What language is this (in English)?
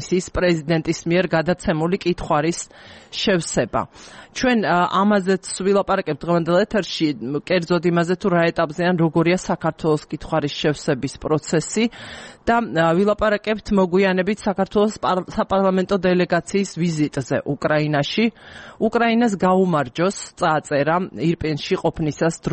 Georgian